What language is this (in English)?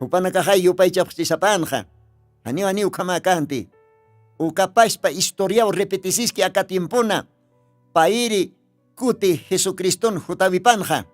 Aymara